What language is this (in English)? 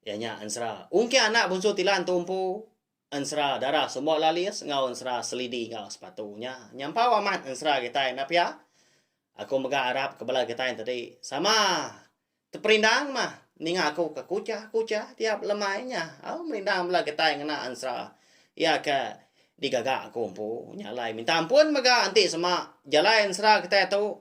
Iban